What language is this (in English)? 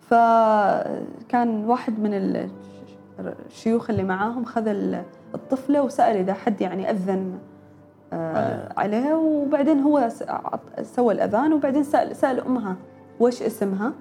Gulf Arabic